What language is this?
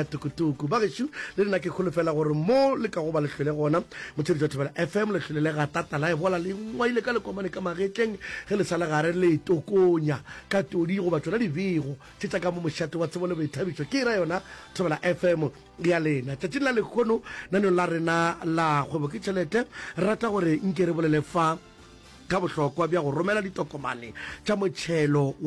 Northern Sotho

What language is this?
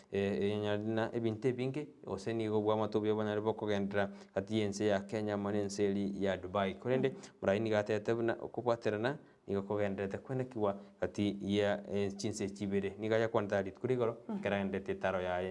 Gusii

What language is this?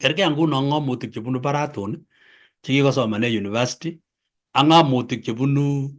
Kalenjin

